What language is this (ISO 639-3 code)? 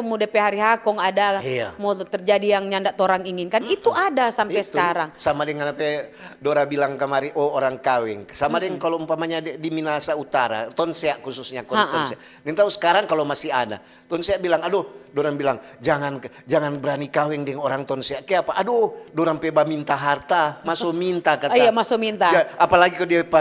xmm